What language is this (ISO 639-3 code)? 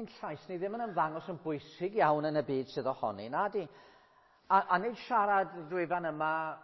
cym